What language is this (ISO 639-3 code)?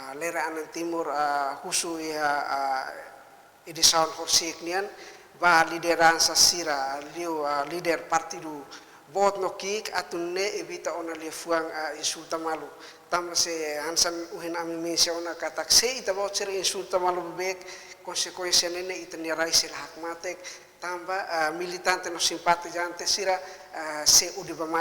tet